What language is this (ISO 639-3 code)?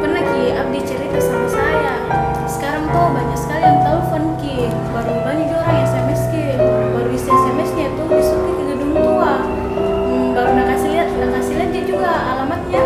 mfp